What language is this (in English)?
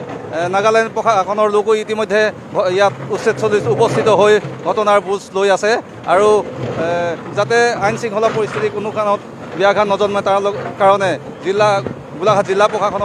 Assamese